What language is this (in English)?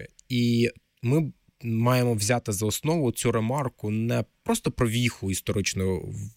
Ukrainian